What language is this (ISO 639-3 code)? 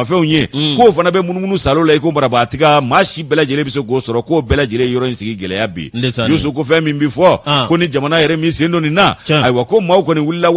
bam